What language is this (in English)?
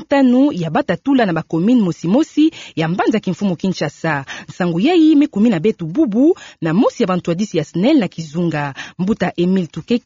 Kituba (Democratic Republic of Congo)